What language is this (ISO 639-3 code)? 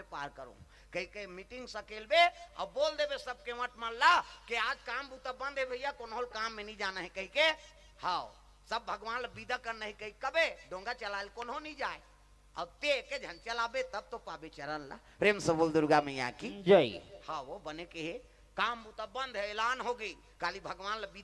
hne